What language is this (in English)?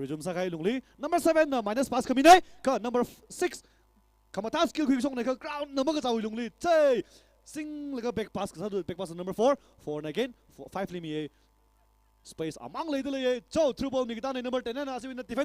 Tangkhul Naga (India)